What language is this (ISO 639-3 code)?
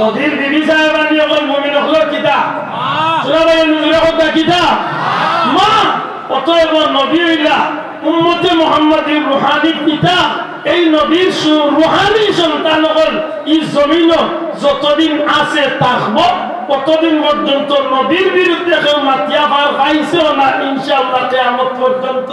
syl